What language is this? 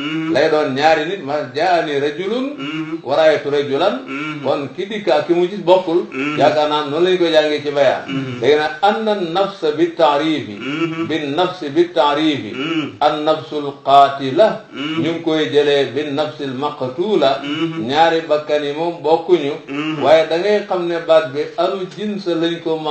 Wolof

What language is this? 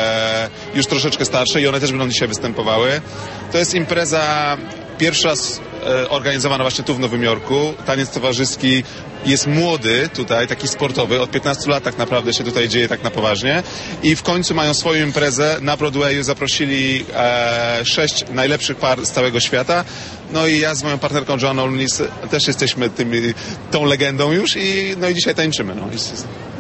Polish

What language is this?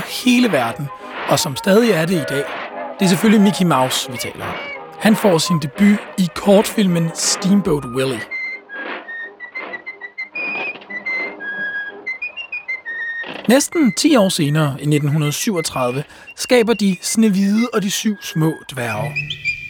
Danish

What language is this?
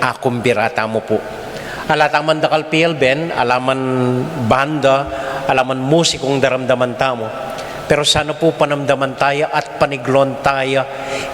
Pampanga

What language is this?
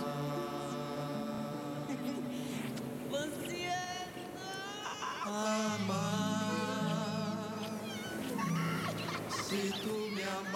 Portuguese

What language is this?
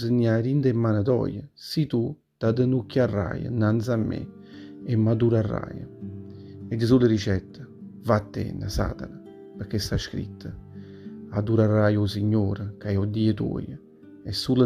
Neapolitan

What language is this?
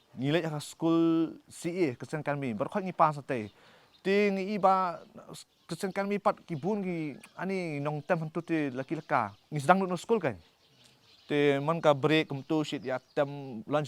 Khasi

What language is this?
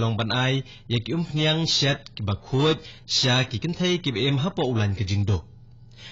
Khasi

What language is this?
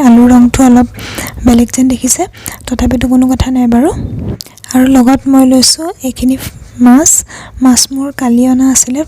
Assamese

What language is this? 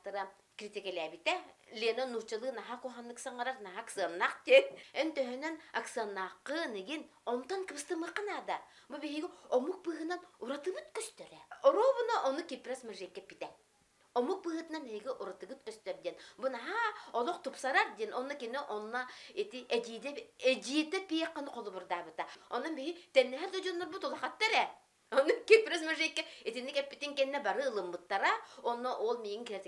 Yakut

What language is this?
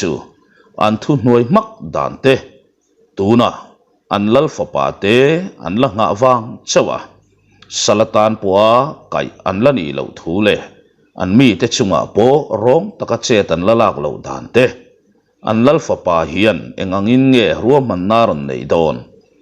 Mizo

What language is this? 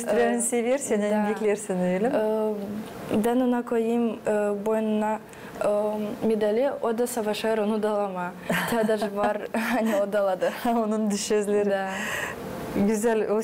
Gagauz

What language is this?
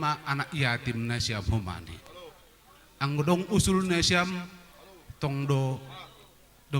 Batak Simalungun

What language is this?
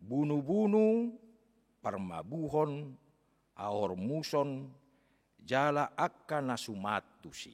Batak Toba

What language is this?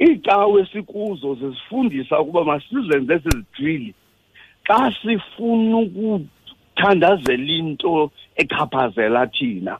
Xhosa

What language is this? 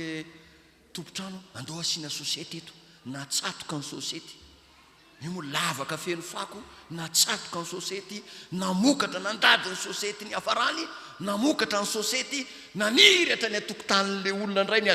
Malagasy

